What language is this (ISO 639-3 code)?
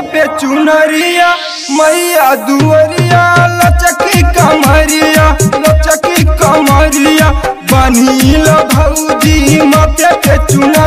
bho